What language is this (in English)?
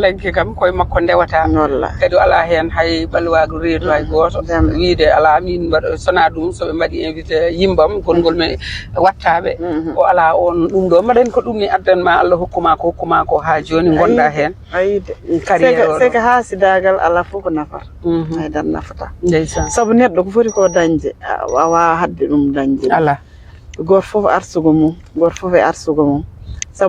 Fula